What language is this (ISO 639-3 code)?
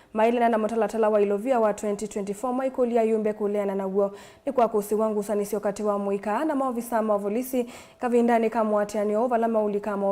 kam